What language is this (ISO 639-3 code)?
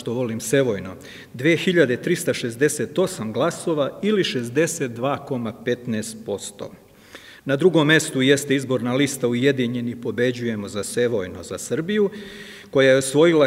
srp